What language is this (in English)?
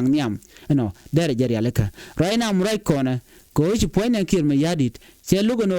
Nuer